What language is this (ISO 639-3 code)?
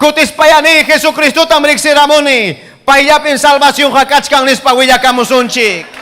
quy